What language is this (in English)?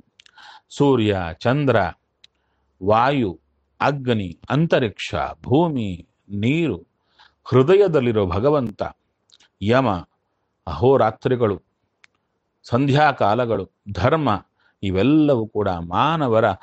Kannada